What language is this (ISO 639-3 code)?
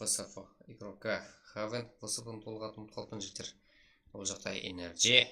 kaa